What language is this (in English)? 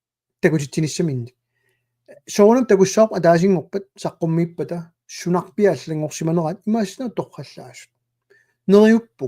Kalaallisut